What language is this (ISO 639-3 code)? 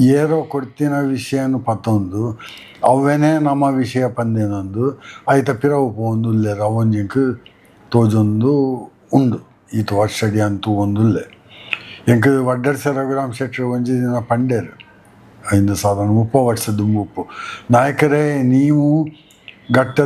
tcy